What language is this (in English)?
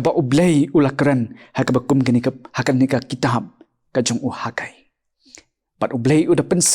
Khasi